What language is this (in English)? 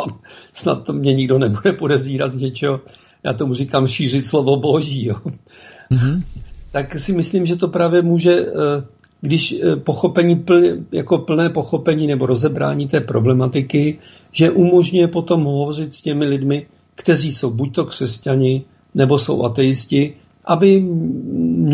Czech